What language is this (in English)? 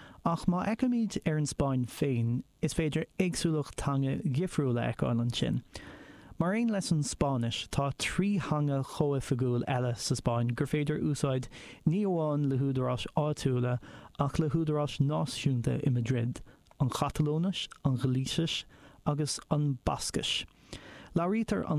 Irish